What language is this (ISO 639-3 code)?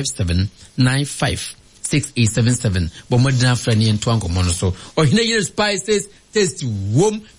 aka